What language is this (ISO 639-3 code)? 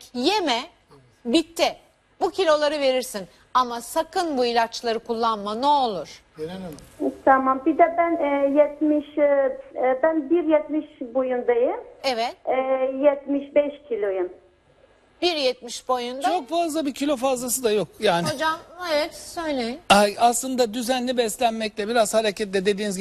tur